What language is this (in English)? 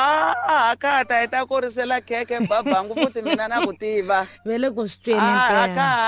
Tsonga